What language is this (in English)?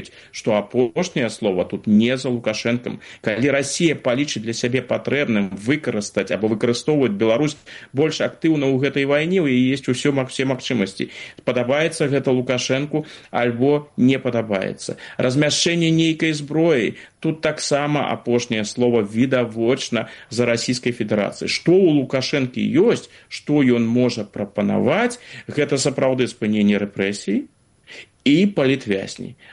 Belarusian